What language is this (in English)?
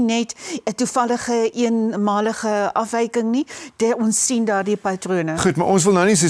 Afrikaans